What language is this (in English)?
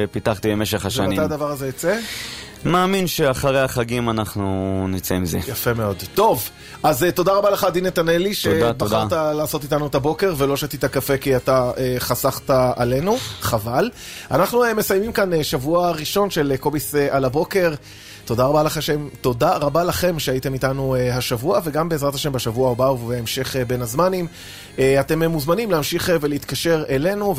Hebrew